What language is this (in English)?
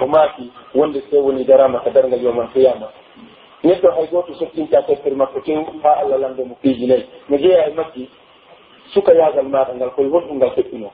Pular